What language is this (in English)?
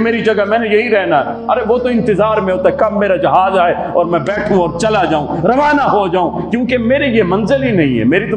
Urdu